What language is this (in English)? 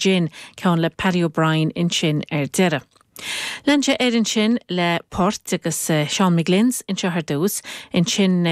Irish